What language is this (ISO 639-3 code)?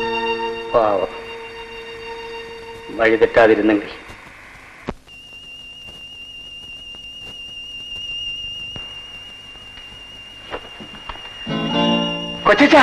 mal